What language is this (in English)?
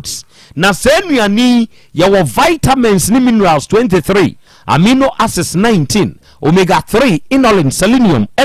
Akan